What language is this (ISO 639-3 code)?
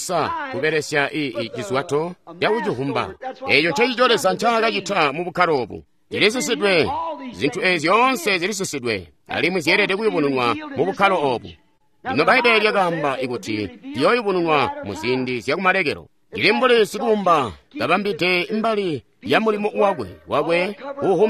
toi